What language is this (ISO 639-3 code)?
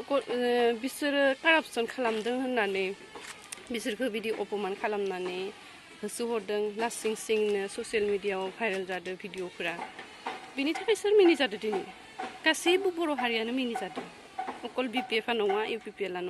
brx